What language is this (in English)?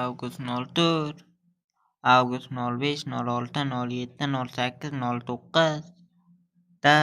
Uzbek